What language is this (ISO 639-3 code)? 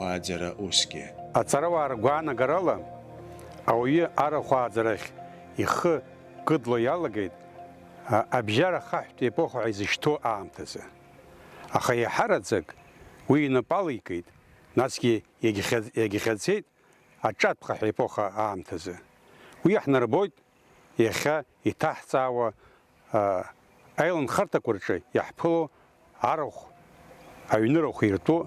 abk